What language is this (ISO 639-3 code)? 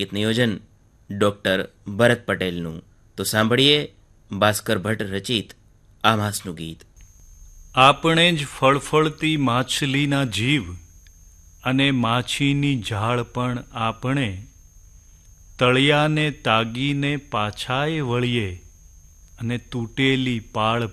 guj